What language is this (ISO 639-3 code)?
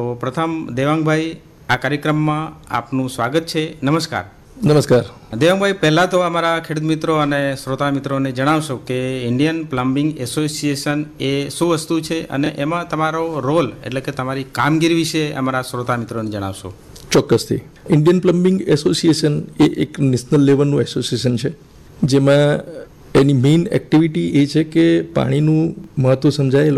guj